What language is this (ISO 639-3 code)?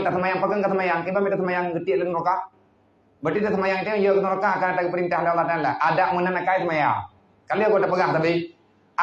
ace